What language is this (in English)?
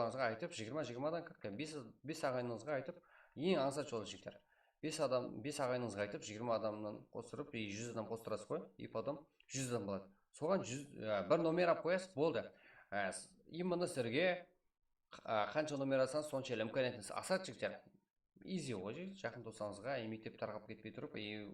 Kara-Kalpak